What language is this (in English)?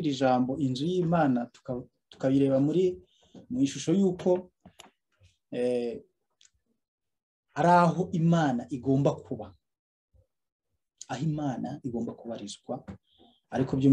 Kinyarwanda